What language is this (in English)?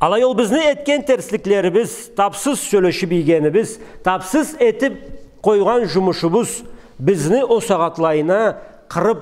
Karachay-Balkar